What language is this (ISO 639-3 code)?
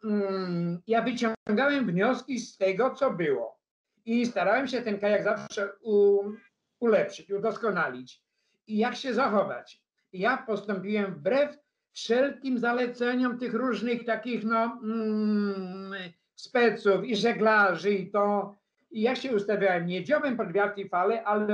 pol